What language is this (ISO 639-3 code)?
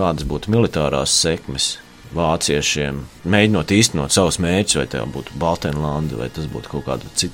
lav